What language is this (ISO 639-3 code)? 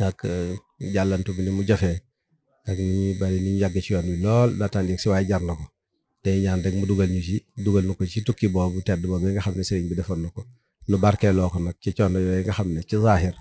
wol